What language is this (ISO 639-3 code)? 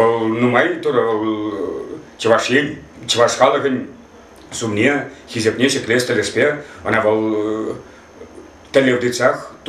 chv